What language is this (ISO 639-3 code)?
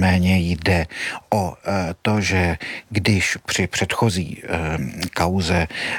ces